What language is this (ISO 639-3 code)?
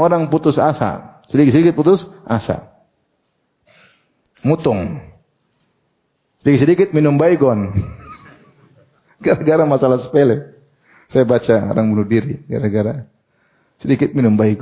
ind